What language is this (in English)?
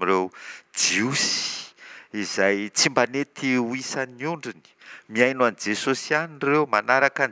Malagasy